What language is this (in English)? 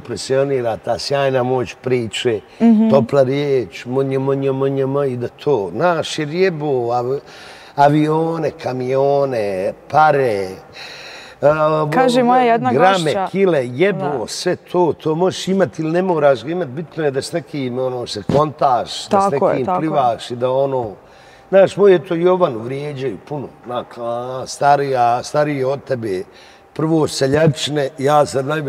Bosnian